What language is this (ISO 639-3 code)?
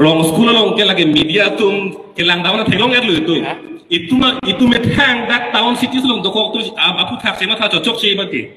mjw